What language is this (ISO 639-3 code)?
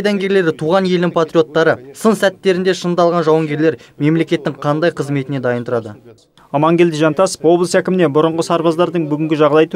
kaz